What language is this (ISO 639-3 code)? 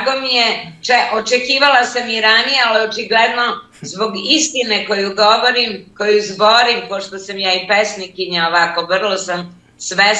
srp